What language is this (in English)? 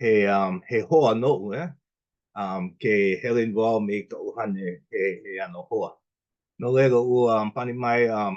Hawaiian